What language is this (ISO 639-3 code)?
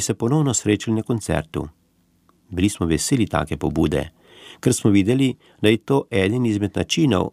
slv